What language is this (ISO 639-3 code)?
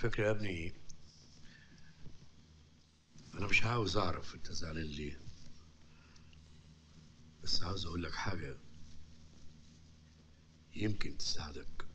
arz